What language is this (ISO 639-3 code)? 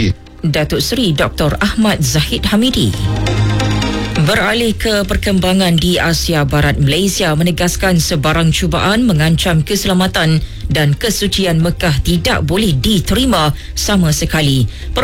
msa